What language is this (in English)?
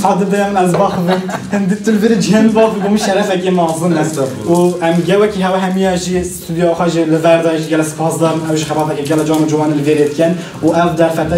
Kurdish